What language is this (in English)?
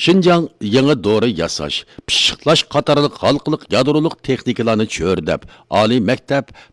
Uyghur